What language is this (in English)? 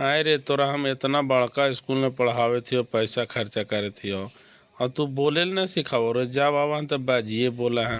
Magahi